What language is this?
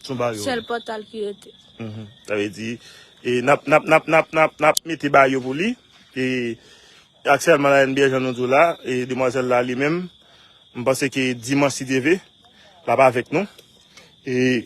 Haitian Creole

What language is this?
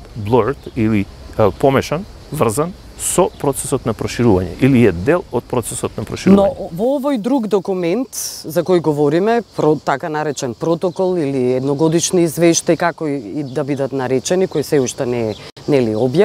Macedonian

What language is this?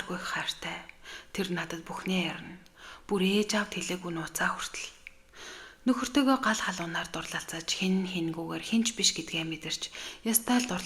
Mongolian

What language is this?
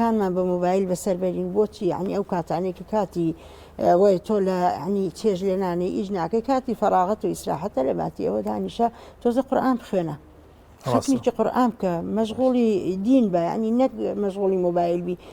Central Kurdish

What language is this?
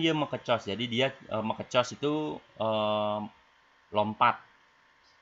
Balinese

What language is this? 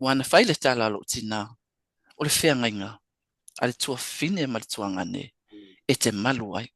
Samoan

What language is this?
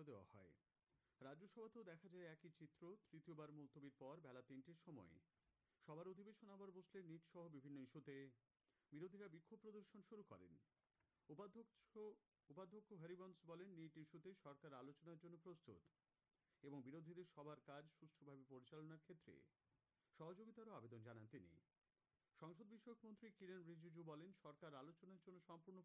Bangla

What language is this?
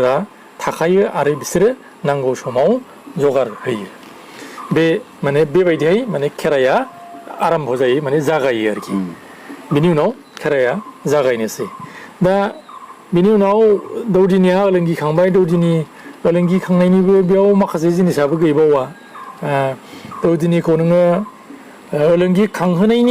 Bodo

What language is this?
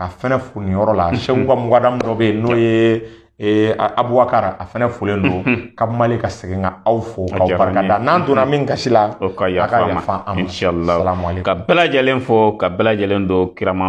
Bambara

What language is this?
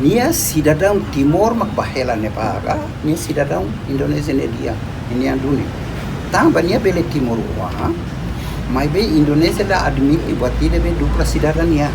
Tetum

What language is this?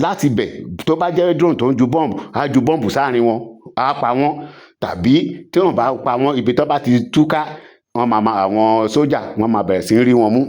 Yoruba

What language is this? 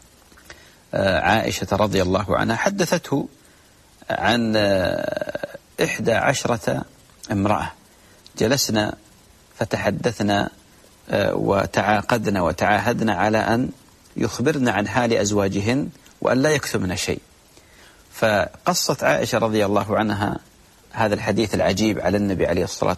Arabic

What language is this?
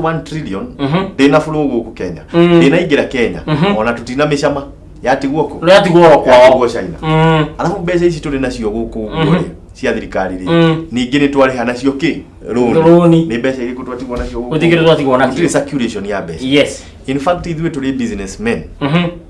Kikuyu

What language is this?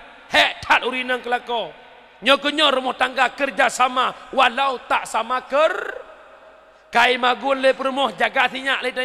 Achinese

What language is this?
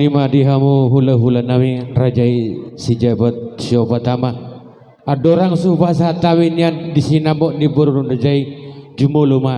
Batak Toba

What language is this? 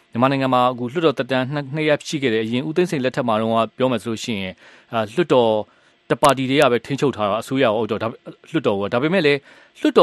Burmese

